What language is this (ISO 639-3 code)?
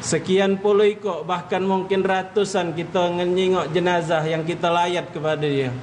mui